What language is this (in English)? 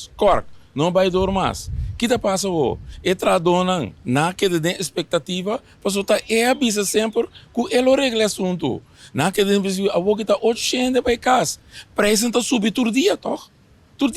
Papiamento